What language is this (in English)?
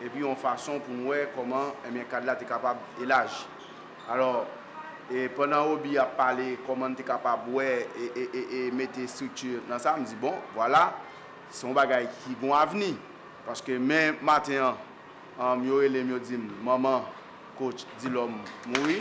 Haitian Creole